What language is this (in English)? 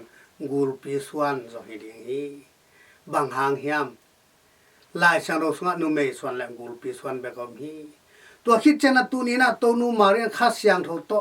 Tedim Chin